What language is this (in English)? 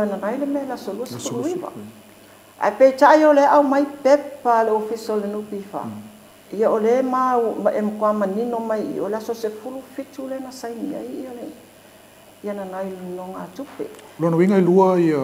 Samoan